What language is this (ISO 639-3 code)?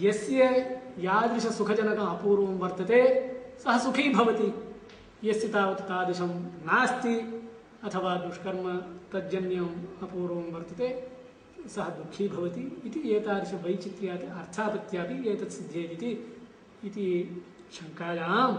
san